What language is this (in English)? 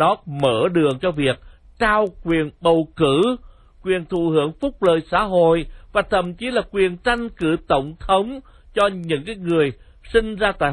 Vietnamese